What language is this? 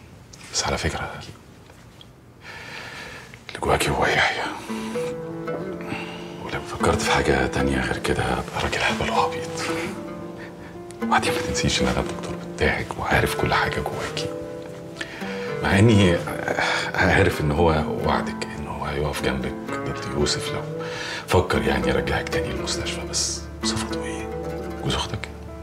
Egyptian Arabic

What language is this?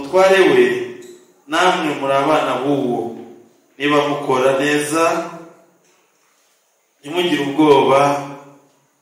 Kinyarwanda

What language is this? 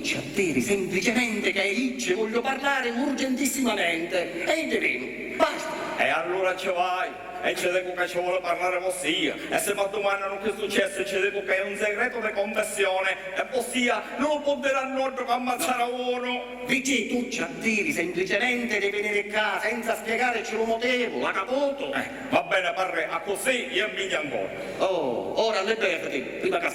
Sicilian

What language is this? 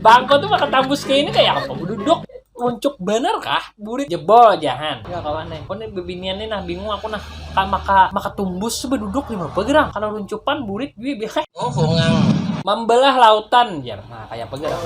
Banjar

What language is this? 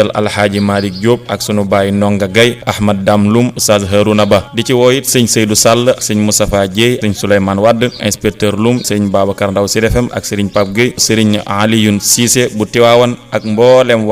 Wolof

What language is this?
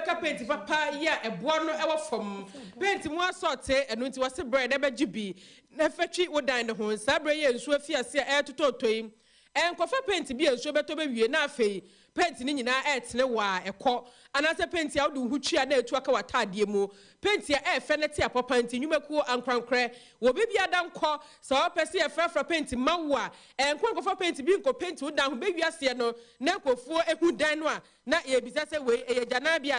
Akan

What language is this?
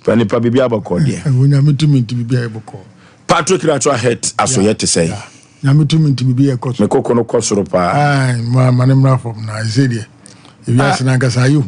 Akan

